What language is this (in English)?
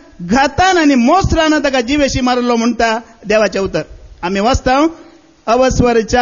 Konkani